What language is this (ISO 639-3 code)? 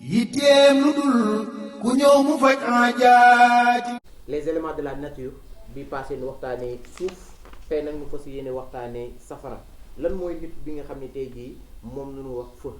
wol